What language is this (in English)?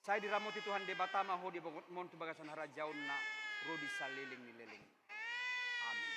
Batak Toba